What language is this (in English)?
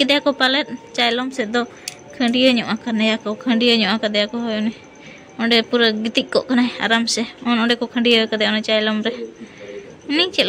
Santali